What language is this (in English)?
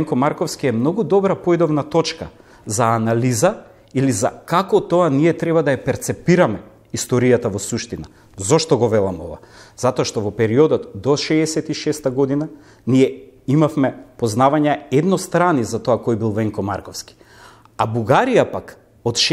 Macedonian